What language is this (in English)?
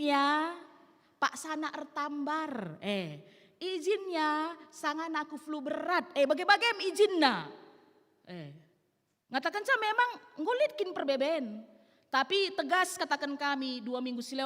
Batak Karo